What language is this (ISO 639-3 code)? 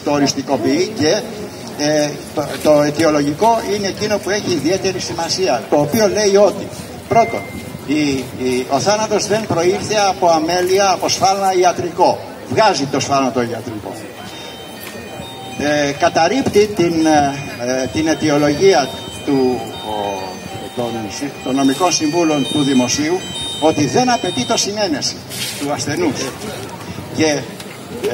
ell